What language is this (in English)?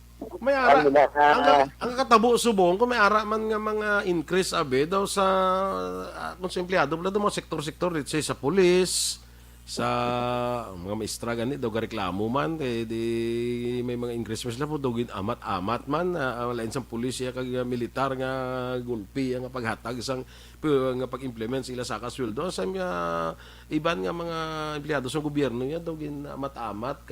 Hiligaynon